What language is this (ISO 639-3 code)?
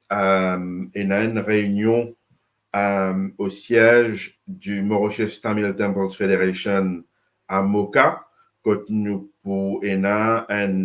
mfe